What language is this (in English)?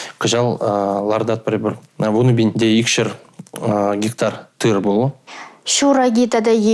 Chuvash